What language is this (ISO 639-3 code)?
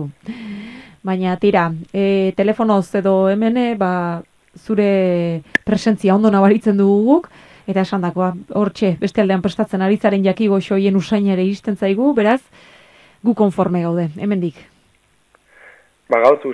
eus